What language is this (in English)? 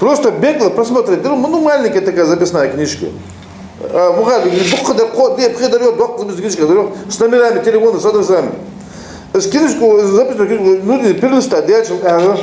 Ingush